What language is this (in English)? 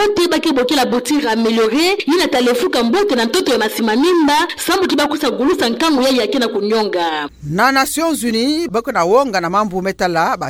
Kituba (Democratic Republic of Congo)